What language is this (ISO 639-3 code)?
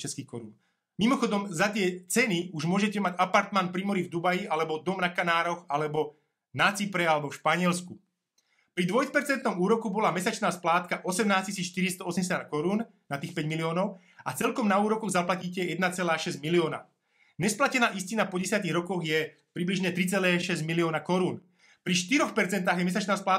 slk